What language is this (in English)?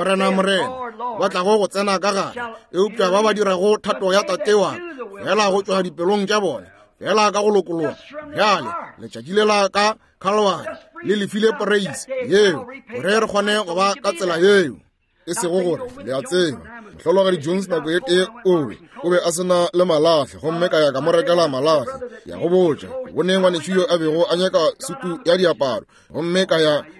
Northern Sotho